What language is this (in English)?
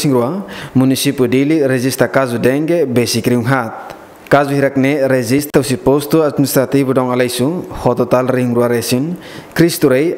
Tetum